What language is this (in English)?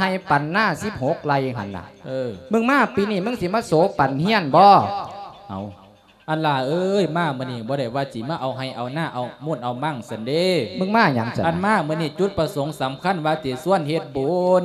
Lao